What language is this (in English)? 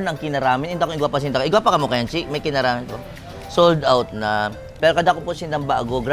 Bikol